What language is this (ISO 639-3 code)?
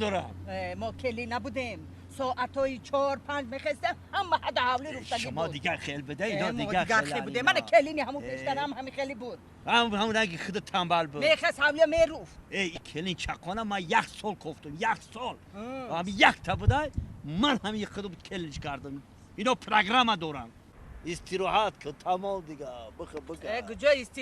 tgk